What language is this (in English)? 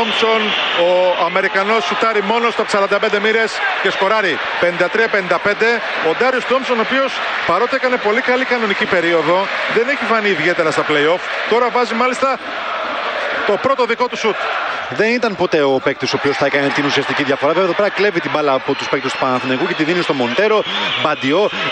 Greek